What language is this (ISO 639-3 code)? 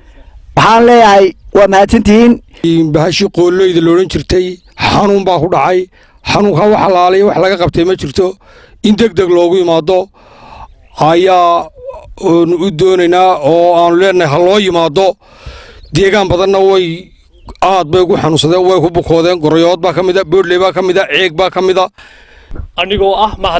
som